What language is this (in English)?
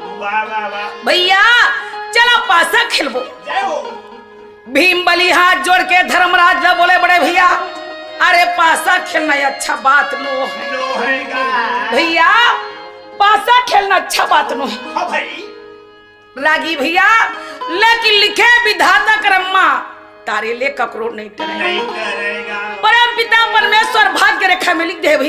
Chhattisgarhi